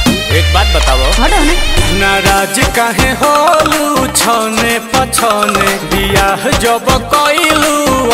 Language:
Bhojpuri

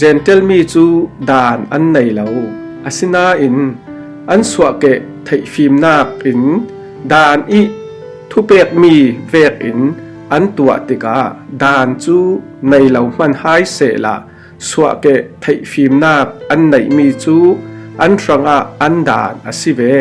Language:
Falam Chin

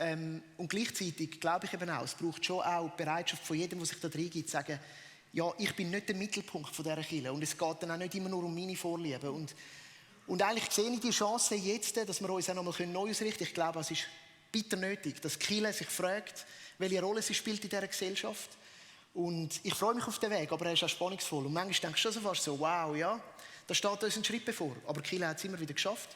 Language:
Swiss German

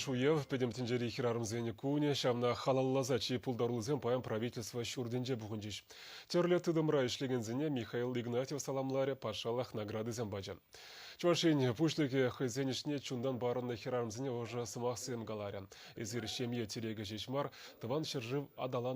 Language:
Chuvash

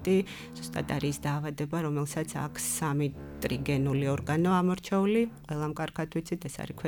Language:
Georgian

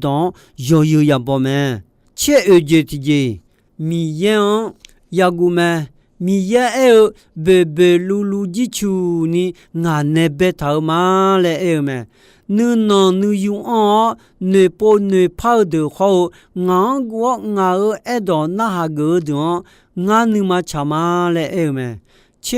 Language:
Akha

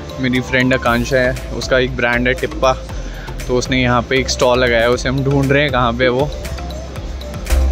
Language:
Hindi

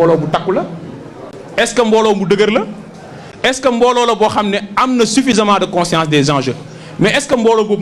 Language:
Wolof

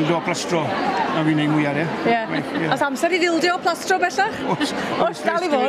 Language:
Welsh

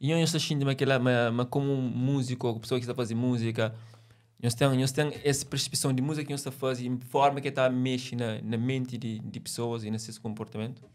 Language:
Kabuverdianu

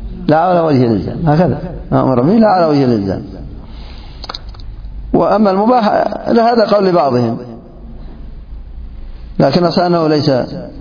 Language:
Arabic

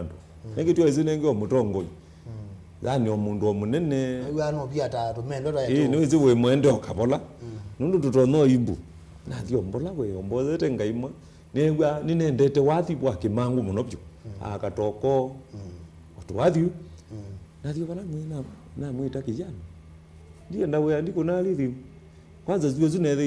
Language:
Kamba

